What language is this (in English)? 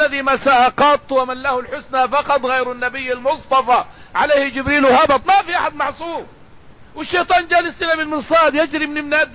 Arabic